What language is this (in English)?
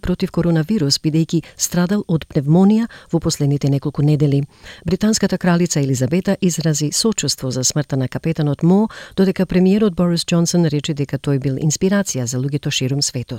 Macedonian